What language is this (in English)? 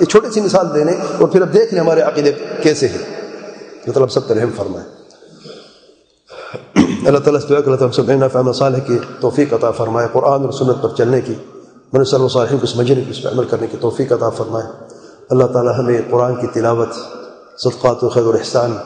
Urdu